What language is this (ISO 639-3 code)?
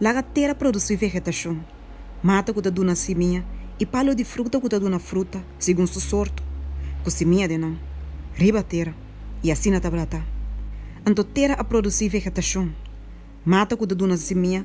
pap